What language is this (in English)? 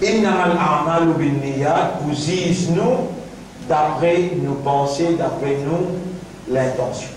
Morisyen